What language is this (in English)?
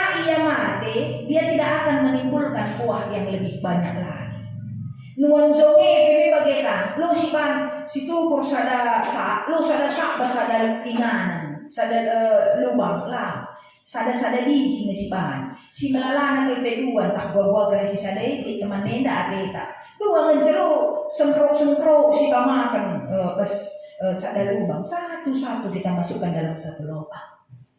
Batak Karo